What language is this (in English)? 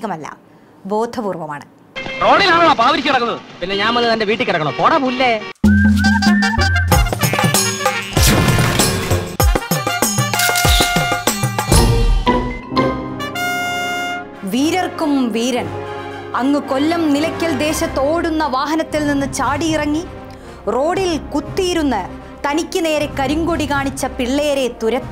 Malayalam